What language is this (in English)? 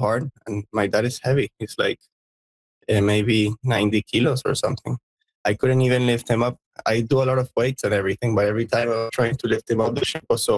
English